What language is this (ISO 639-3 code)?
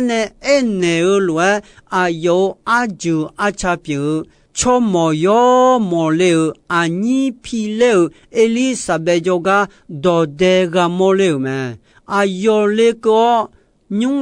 ahk